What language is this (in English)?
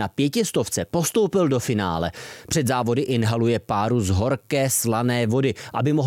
Czech